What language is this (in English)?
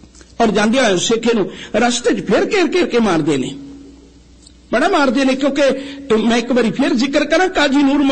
Punjabi